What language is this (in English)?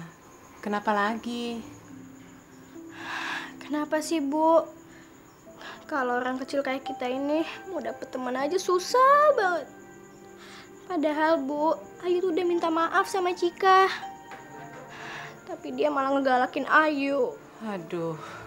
Indonesian